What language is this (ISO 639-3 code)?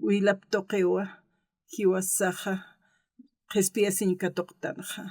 aym